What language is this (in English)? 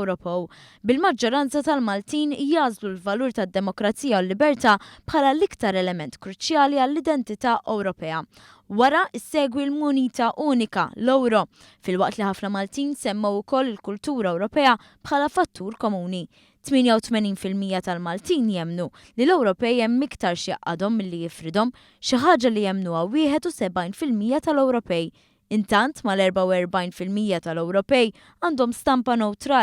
Maltese